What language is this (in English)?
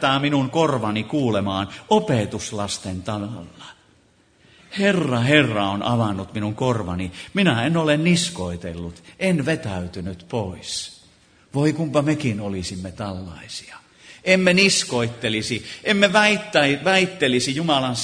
Finnish